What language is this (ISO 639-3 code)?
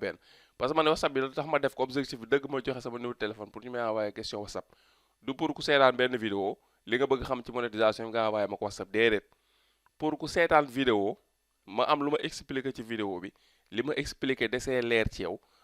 wol